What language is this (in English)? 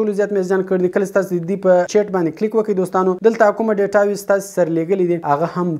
Pashto